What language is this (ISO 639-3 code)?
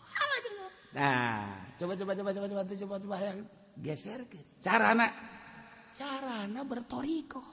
sun